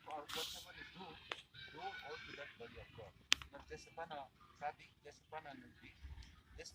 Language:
Kok Borok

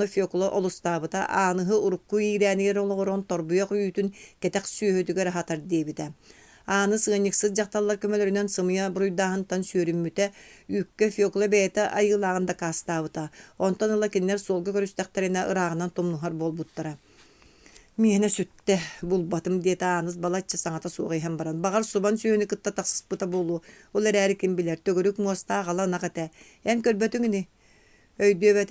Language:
Yakut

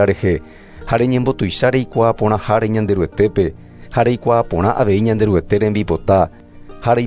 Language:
Guarani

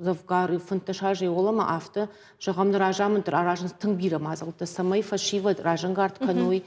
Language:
Ossetic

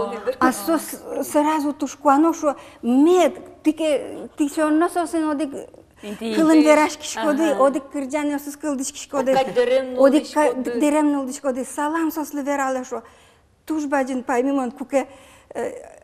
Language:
Udmurt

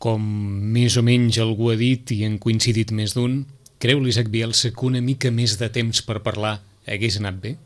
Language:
Catalan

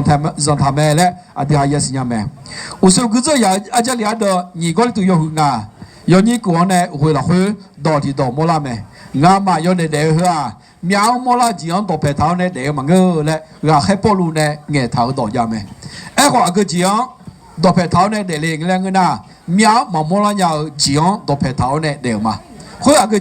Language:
Akha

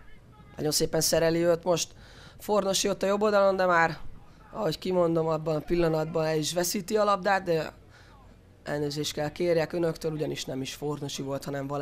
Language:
Hungarian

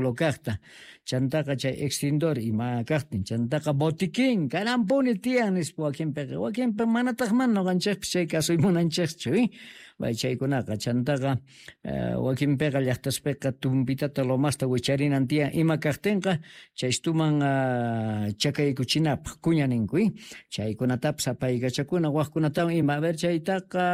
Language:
Quechua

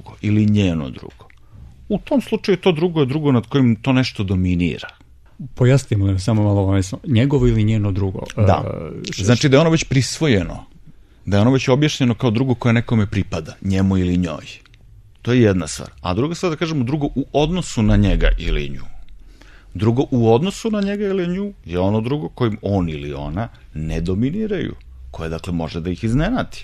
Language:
Serbian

